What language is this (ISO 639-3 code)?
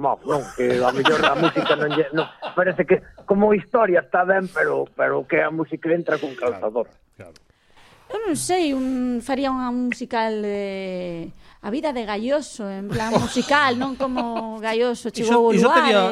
glg